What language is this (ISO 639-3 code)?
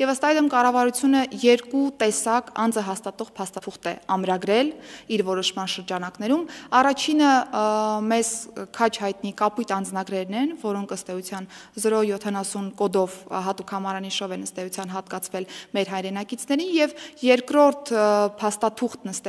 hye